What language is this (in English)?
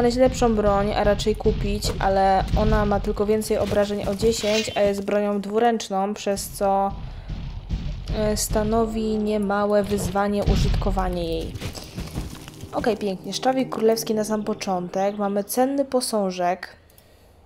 Polish